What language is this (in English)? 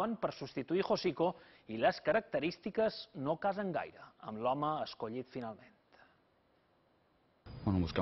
Catalan